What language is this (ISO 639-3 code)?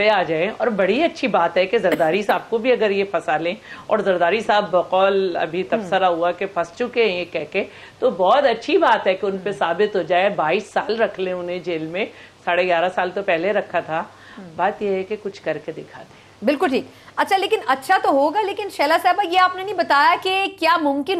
urd